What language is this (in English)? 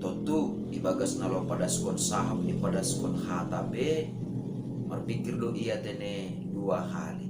Batak Simalungun